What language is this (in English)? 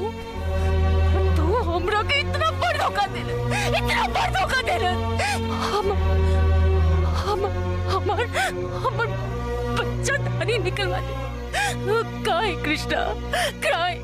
Bhojpuri